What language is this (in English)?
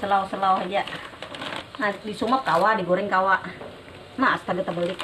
Banjar